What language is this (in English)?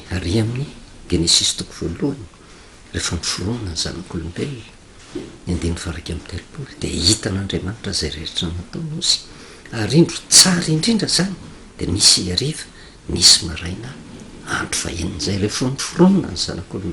Malagasy